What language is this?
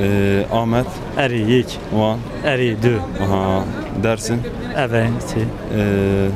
Kurdish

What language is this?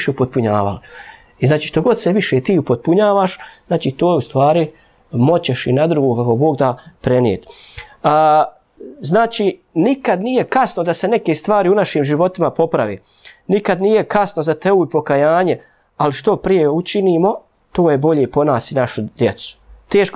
Bosnian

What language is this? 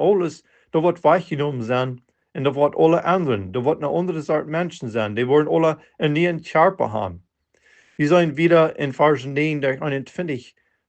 Plautdietsch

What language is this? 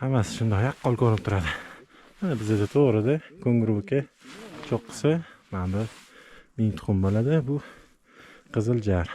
Uzbek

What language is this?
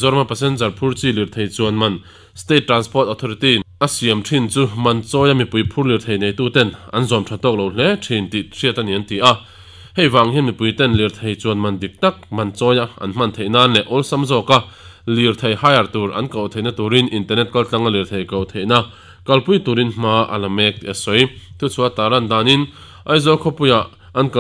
Mizo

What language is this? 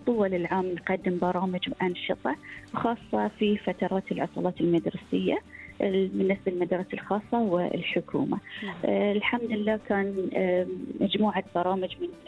Gulf Arabic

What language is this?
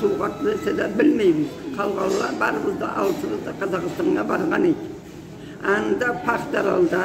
Karachay-Balkar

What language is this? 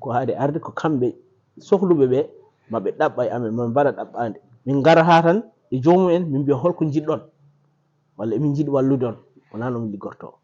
Fula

